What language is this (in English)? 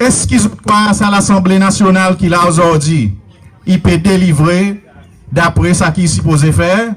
Seselwa Creole French